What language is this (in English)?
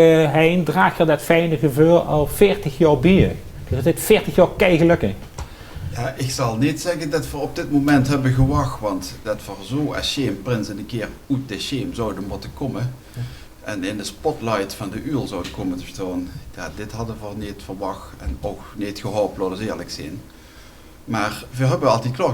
Limburgish